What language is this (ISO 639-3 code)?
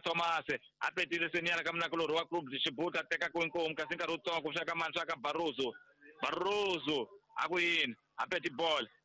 tso